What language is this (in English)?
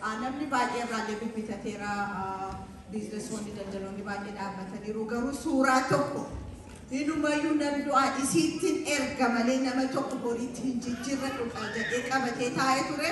Oromo